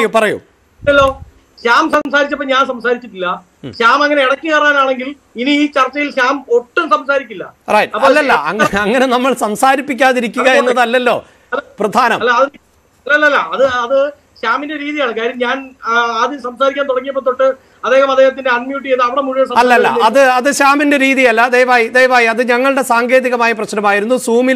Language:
Malayalam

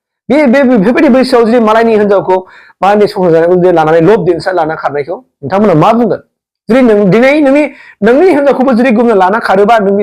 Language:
Bodo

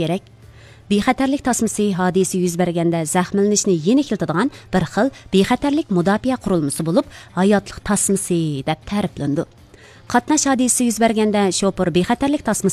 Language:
Uyghur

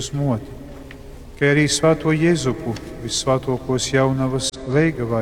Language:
Latgalian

